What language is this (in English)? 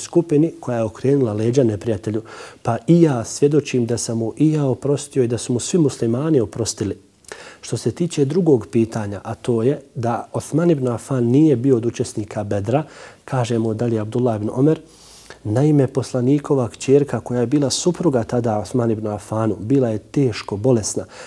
Bosnian